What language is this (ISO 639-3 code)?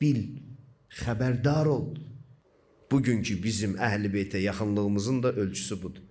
aze